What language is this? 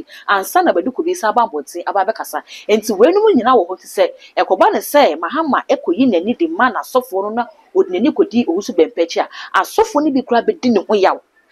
Akan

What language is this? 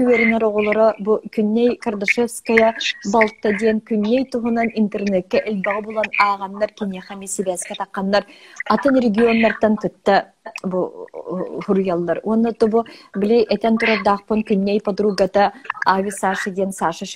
Yakut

